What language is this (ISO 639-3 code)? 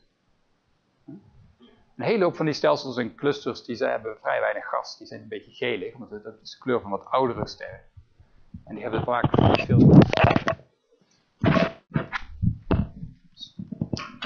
nld